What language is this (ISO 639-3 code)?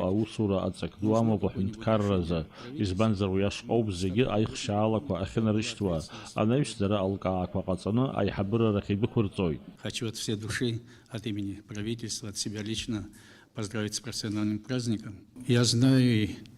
abk